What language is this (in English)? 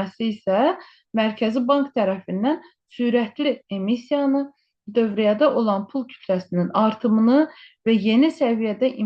Azerbaijani